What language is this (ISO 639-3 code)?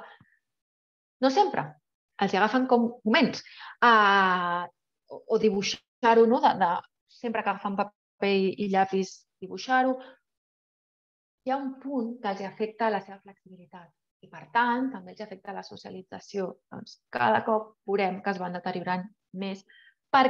cat